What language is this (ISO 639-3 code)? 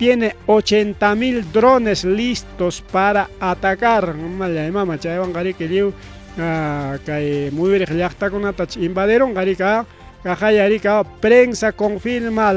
quy